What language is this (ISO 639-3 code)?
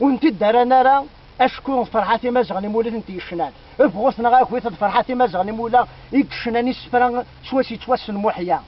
kab